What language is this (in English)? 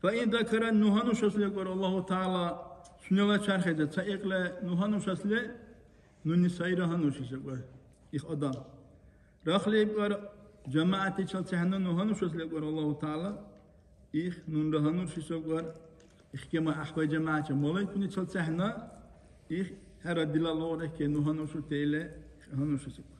Dargwa